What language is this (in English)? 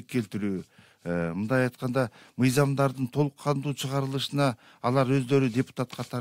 Kyrgyz